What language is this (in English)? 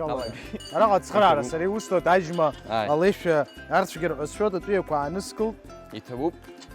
Abkhazian